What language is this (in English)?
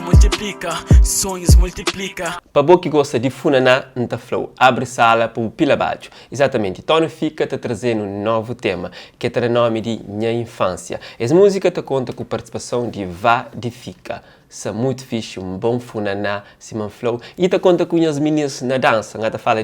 Kabuverdianu